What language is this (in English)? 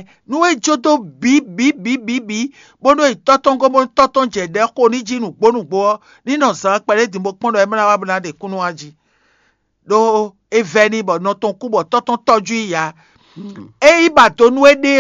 Fon